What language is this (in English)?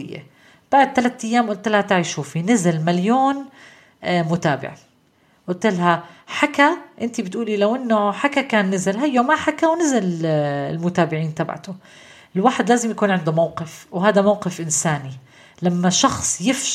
North Levantine Arabic